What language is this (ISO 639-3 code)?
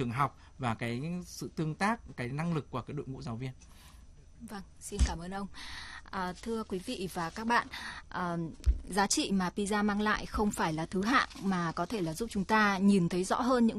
vie